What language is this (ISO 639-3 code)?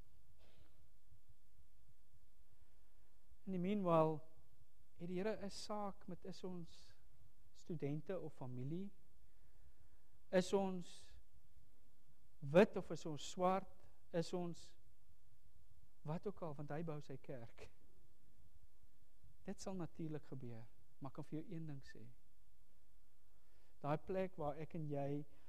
afr